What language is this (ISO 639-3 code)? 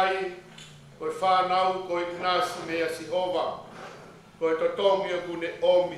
ton